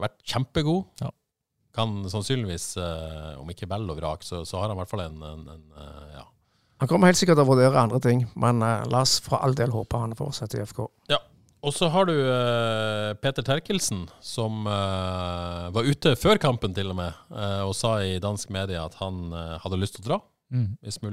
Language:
Norwegian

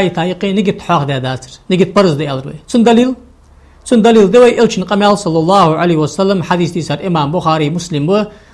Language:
Ingush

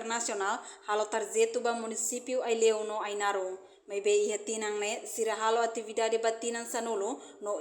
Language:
Tetum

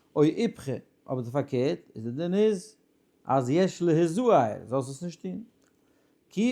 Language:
Yiddish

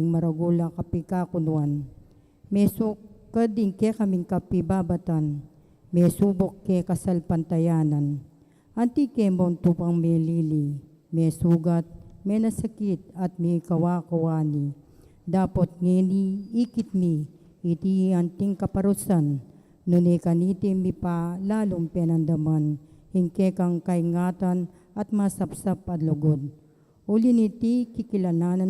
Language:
Pampanga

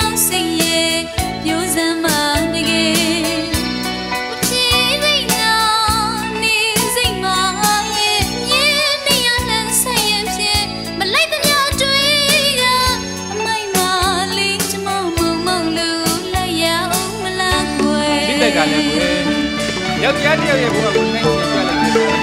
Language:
Burmese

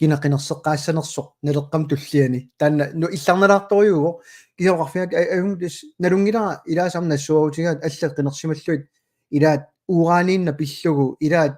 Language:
Kalaallisut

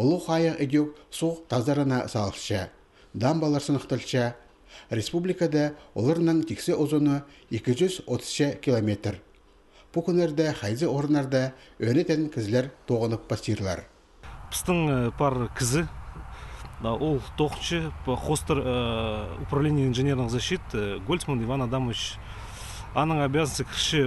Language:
Khakas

